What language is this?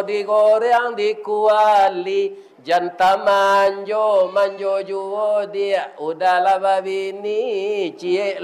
Minangkabau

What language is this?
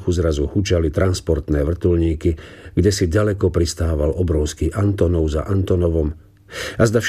Slovak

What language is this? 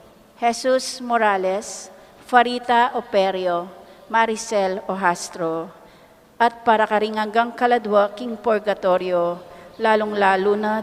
Pampanga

